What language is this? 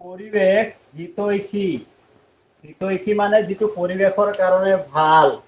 Assamese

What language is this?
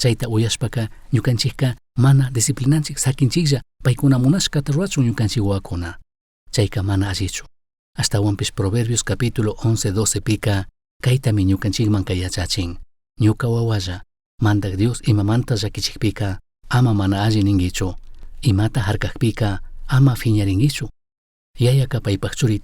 Chimborazo Highland Quichua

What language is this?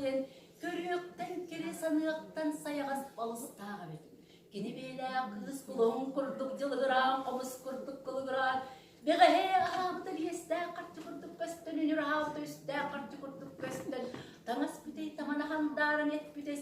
Yakut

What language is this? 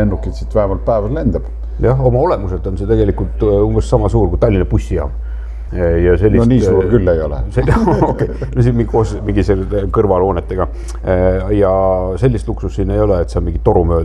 Estonian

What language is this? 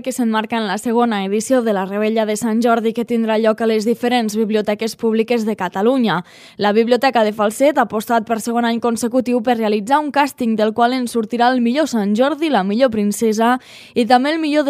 Catalan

